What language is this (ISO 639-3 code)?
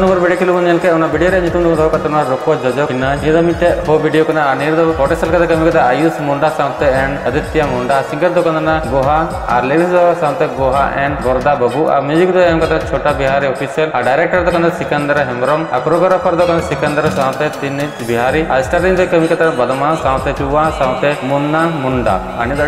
sat